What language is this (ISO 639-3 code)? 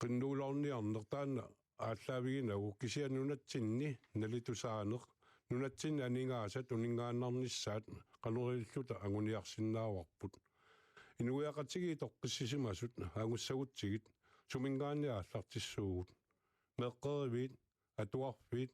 kal